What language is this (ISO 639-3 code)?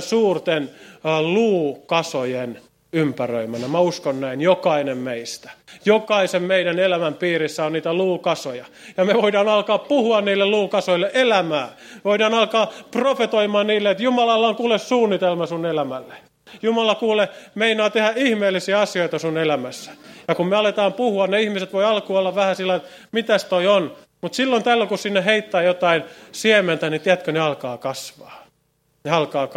fin